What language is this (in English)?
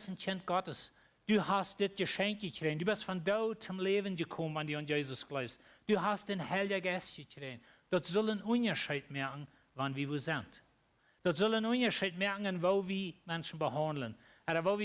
Plautdietsch